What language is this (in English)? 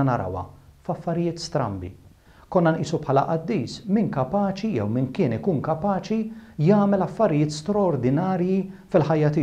Maltese